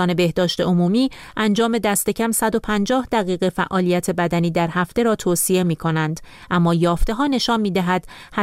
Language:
Persian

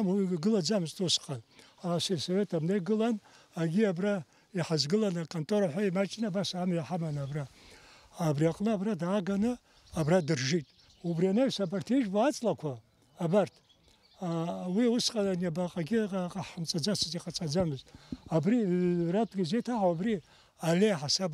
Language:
Abkhazian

